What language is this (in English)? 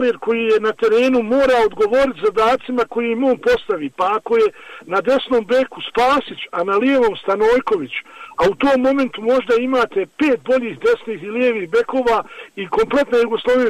Bosnian